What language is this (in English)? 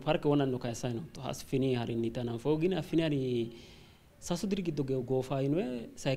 Sidamo